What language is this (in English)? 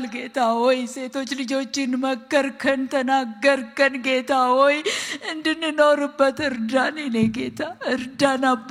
Amharic